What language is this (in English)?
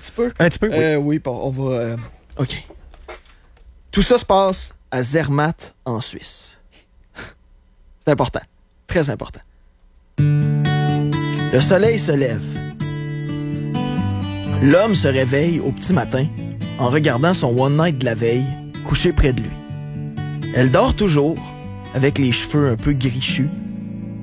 French